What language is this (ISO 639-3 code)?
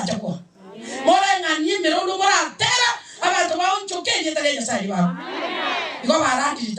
guz